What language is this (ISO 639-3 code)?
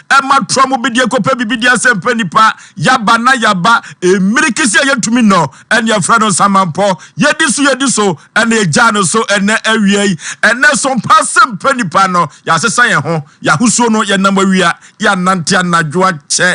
aka